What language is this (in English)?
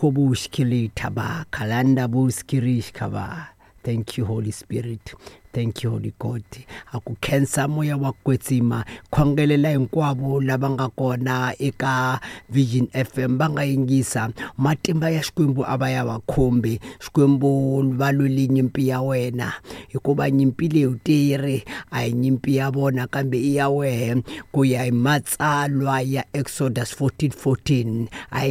Tsonga